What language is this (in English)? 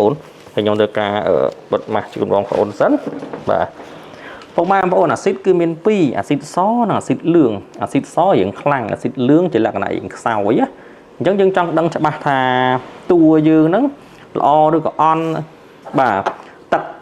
Khmer